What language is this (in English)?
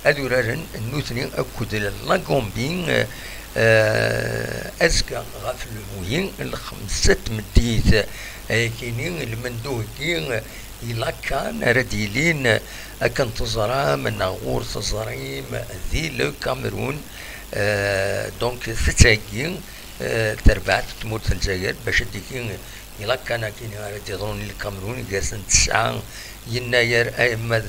Kabyle